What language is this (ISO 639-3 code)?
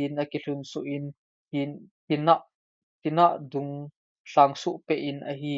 tcz